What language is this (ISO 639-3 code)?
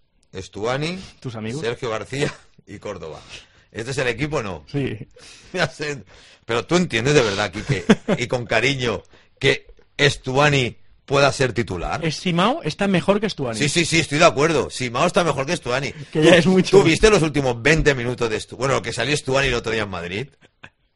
spa